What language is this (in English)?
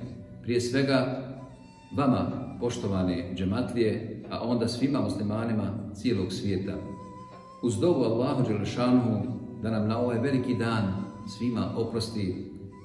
Bosnian